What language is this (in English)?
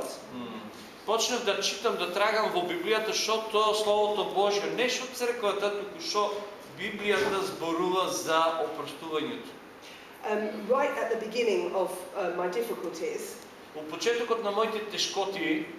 Macedonian